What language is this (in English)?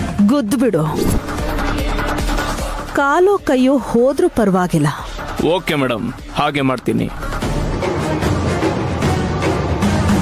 Kannada